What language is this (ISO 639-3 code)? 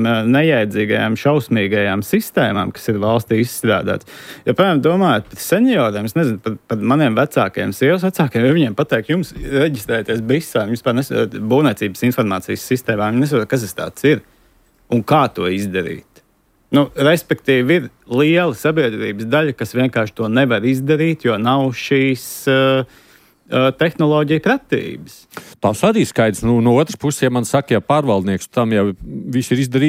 lav